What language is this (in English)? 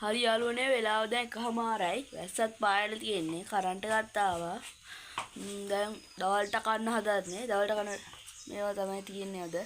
Sinhala